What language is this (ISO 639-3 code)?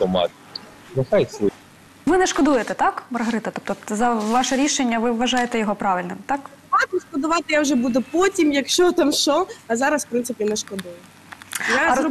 ukr